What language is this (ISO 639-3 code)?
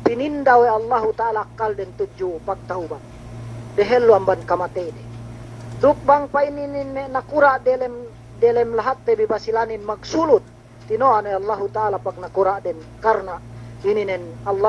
yka